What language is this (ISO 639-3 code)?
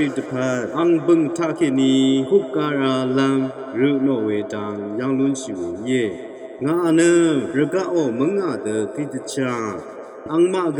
raw